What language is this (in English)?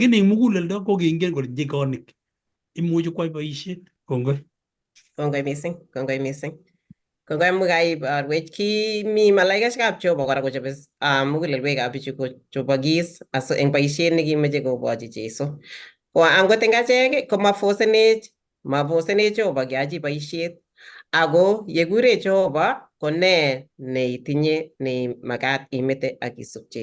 Kalenjin